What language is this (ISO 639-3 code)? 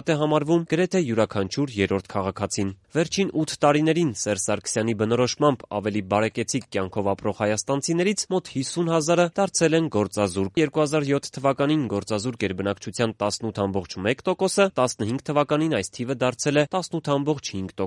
hye